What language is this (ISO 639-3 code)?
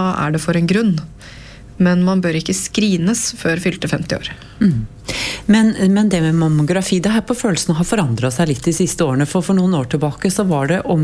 nor